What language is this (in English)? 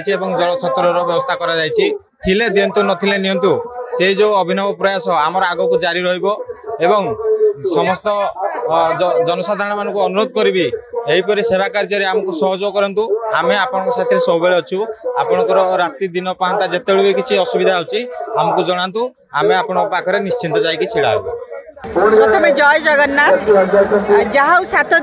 Odia